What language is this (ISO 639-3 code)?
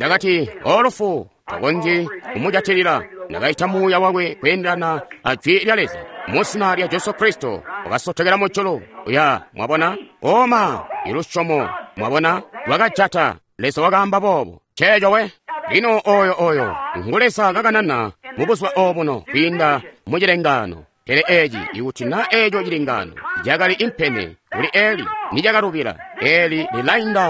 toi